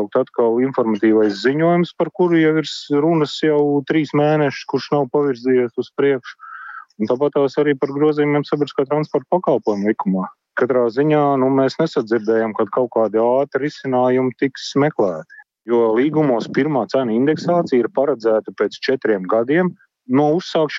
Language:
Latvian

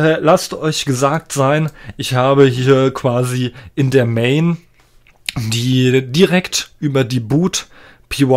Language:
German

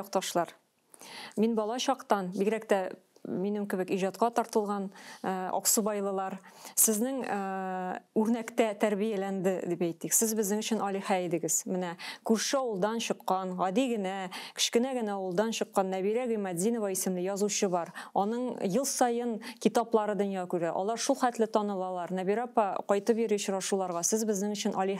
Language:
Tatar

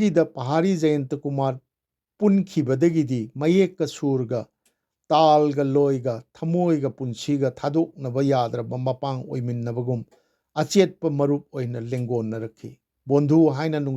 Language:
Manipuri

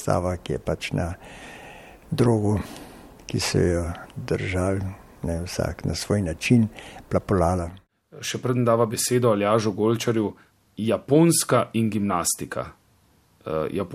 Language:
Slovenian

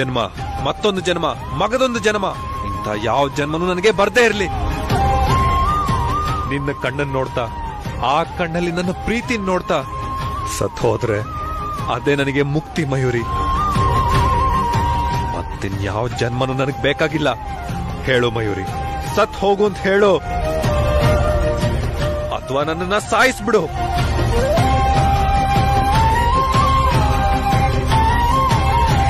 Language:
Kannada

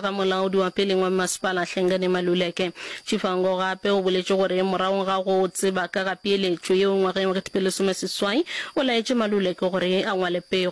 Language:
Northern Sotho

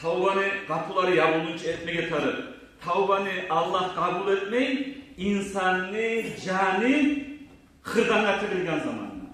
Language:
Kumyk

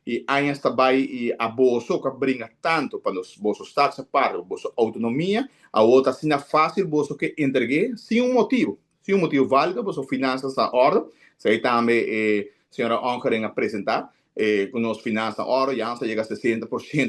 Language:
Papiamento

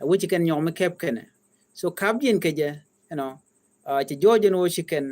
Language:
Nuer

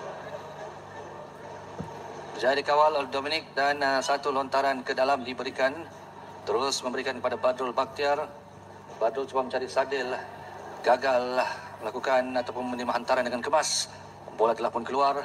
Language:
Malay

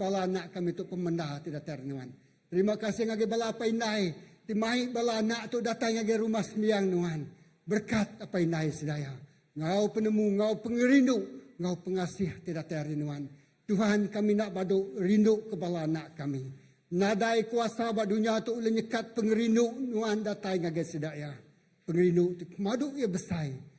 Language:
Iban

